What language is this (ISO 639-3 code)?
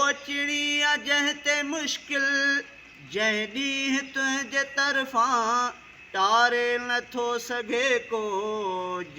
snd